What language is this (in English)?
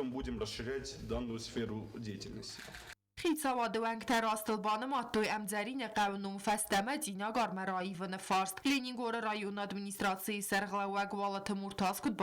Ossetic